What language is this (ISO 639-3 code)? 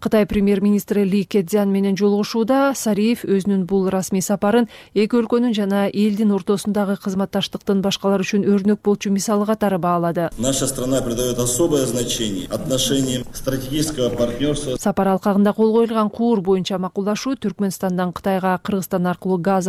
kir